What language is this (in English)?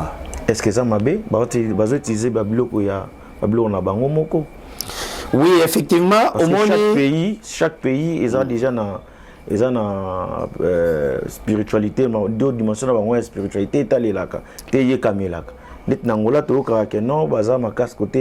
Lingala